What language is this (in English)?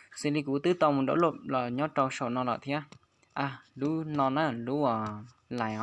Hmong